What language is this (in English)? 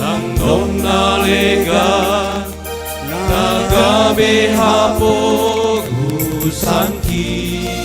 Batak Simalungun